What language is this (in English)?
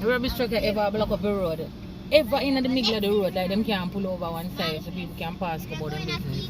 Jamaican Creole English